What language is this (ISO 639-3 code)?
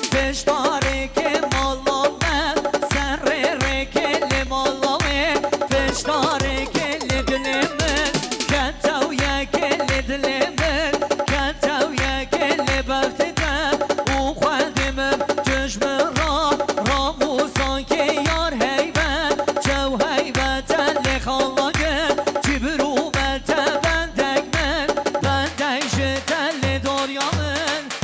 kur